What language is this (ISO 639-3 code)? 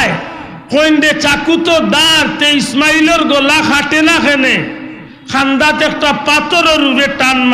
syl